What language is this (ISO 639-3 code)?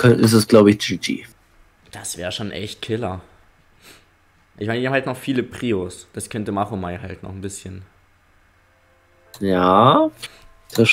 deu